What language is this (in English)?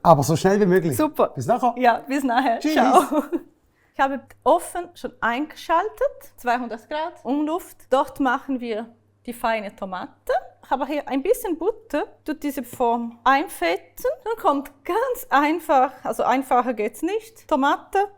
Swiss German